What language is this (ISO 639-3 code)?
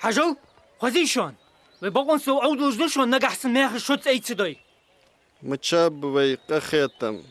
inh